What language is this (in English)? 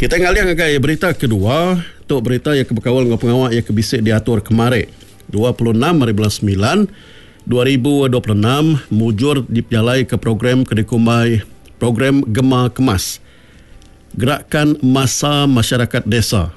Iban